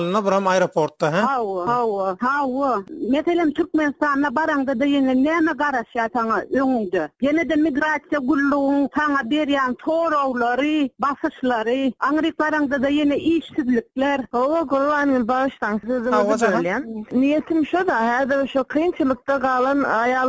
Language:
Turkmen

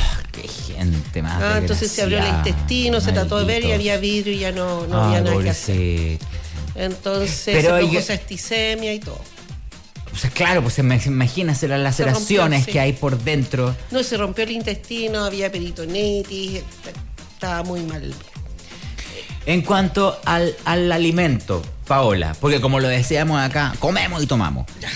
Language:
Spanish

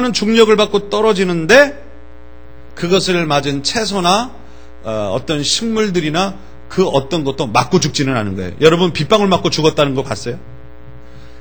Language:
Korean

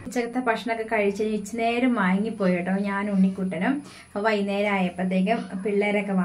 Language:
Malayalam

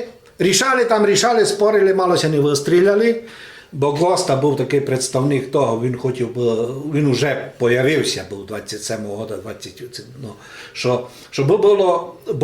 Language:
Rusyn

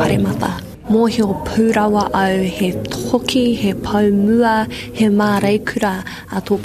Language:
Māori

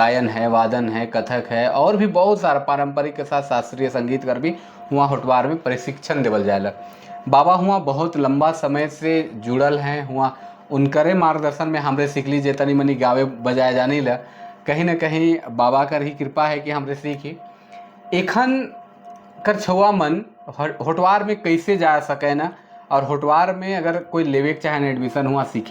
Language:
Sadri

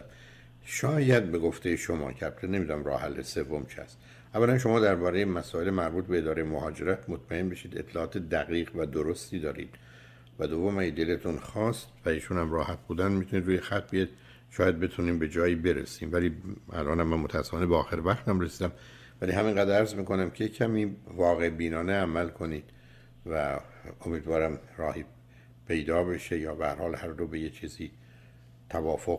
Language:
Persian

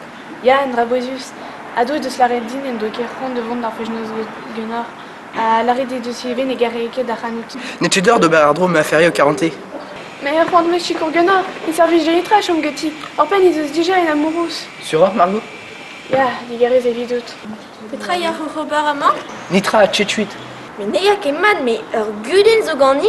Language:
Breton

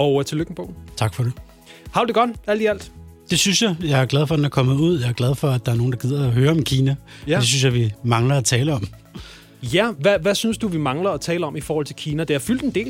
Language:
Danish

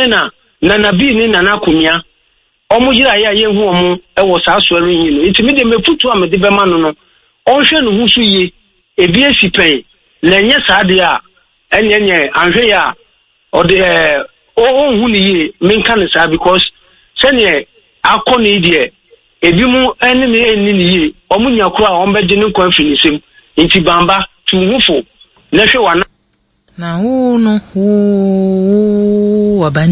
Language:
Akan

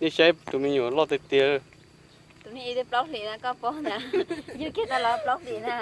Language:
Hmong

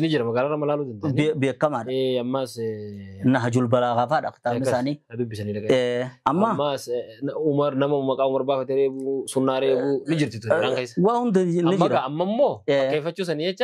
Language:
Oromo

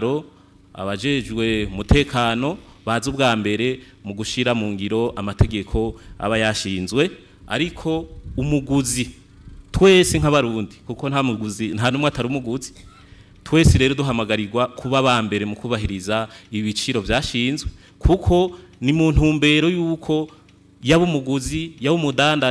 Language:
Rundi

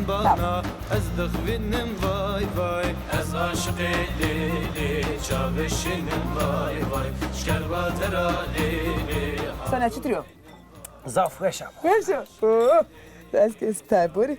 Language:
Zaza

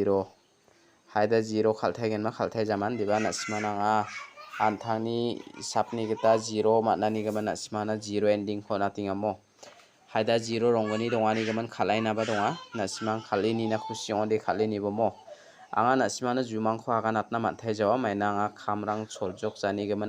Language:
Garo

